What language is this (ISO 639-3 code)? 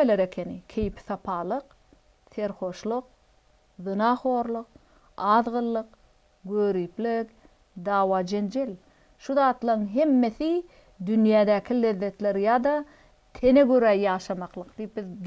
tuk